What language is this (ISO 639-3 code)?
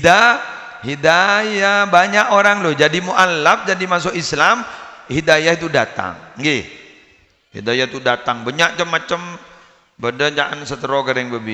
mad